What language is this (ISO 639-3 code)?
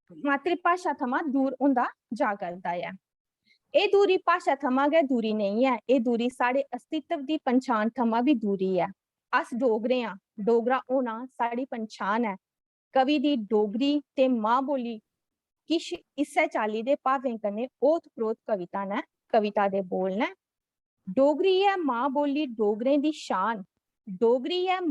doi